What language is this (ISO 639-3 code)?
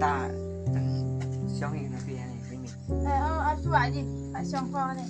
kha